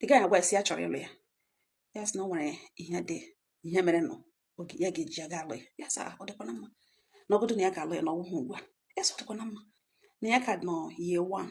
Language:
Igbo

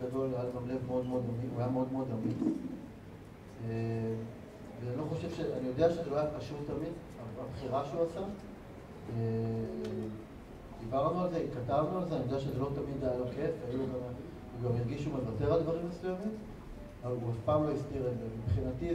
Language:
Hebrew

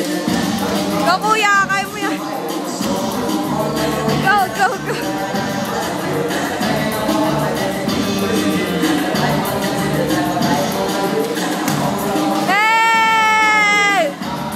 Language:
Filipino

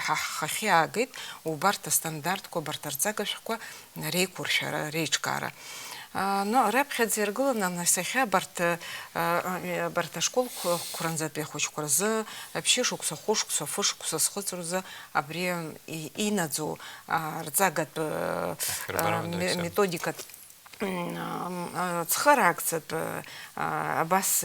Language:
Abkhazian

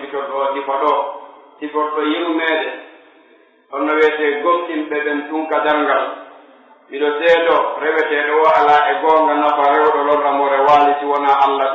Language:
Pular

